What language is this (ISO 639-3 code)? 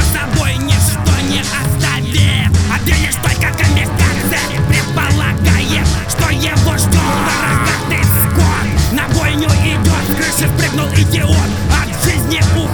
rus